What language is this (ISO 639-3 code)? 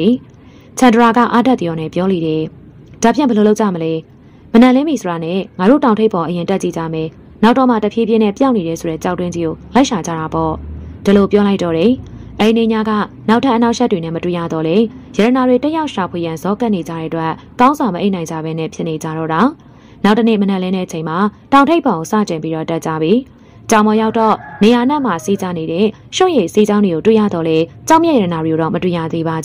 mya